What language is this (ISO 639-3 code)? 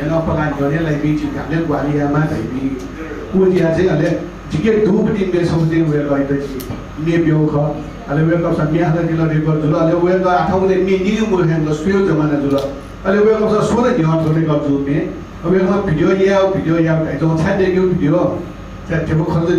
new